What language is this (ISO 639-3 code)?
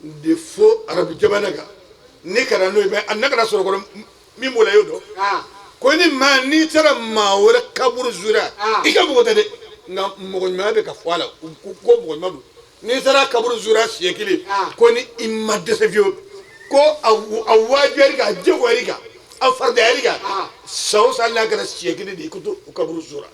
bam